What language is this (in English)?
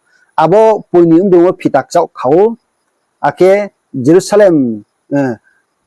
Riang (India)